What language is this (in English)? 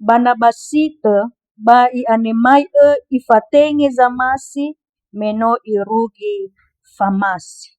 Nias